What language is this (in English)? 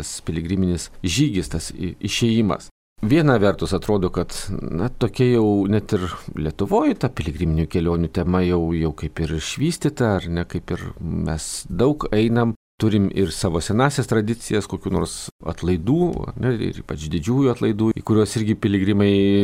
Lithuanian